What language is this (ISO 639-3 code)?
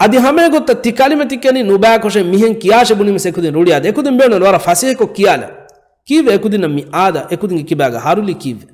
div